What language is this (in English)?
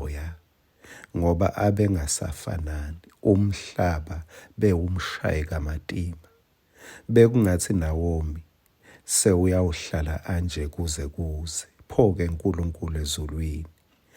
Swati